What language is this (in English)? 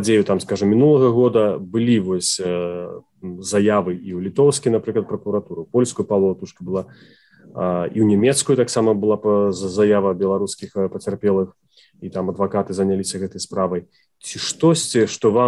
Belarusian